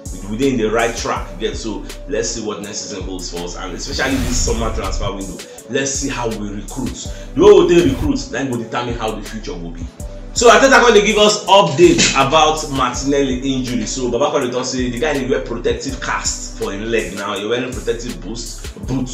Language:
Nigerian Pidgin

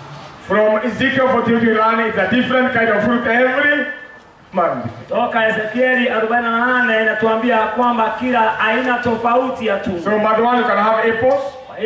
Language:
Swahili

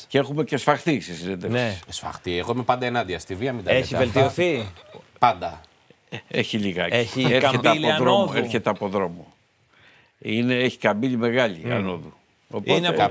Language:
Greek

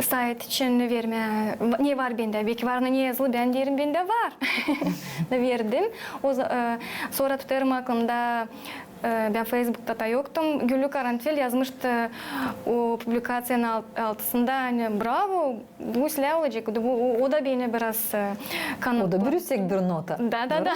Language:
Gagauz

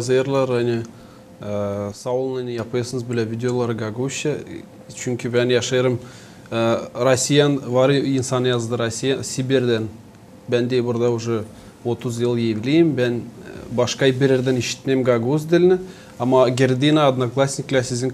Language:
Gagauz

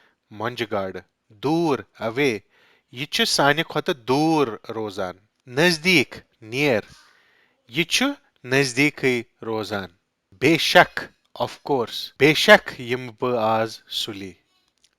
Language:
Kashmiri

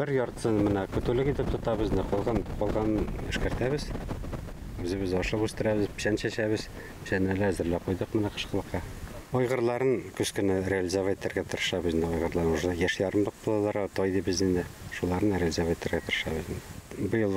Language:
Bashkir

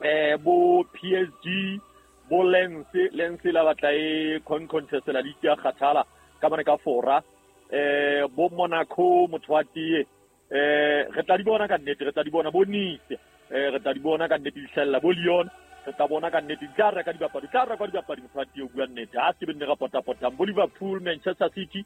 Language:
Southern Sotho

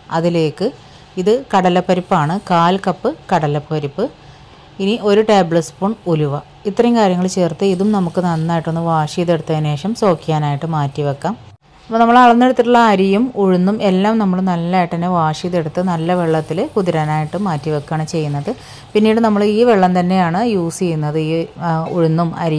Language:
Malayalam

